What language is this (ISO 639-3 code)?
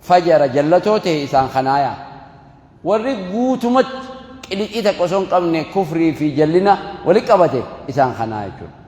orm